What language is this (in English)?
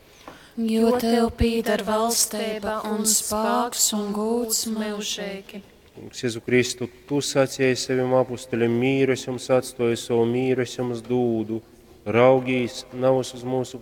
Latgalian